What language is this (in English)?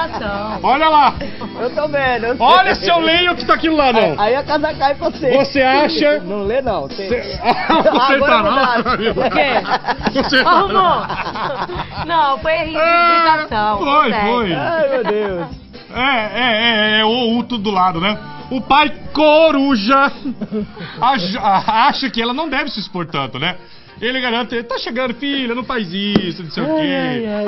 Portuguese